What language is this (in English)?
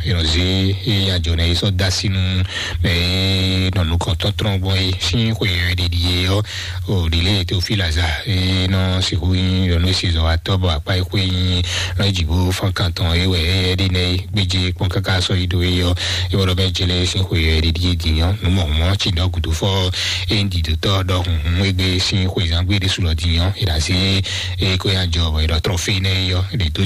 Fon